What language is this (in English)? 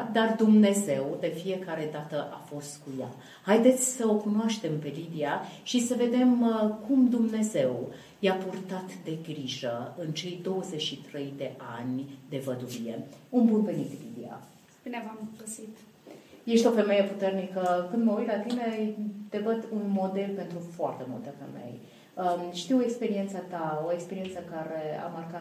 Romanian